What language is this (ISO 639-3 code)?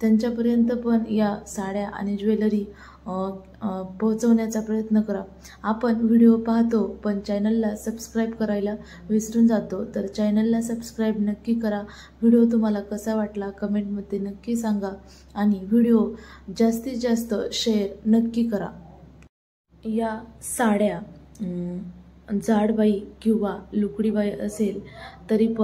mar